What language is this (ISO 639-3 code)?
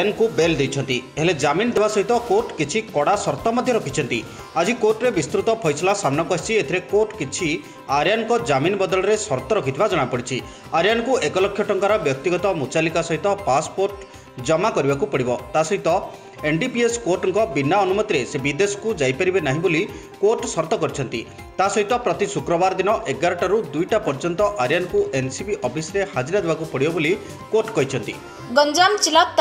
ori